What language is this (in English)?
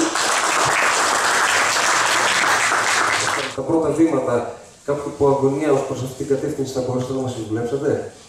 Greek